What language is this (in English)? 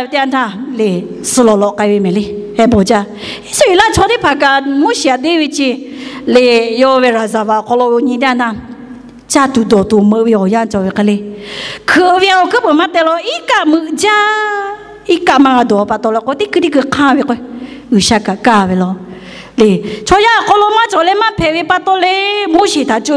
Lahu